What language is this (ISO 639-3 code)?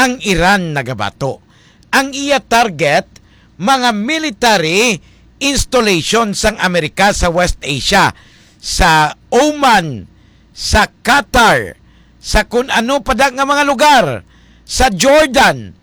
hil